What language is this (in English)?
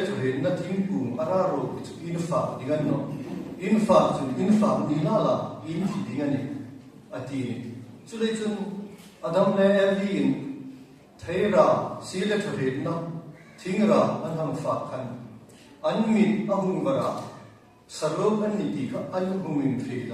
Hmar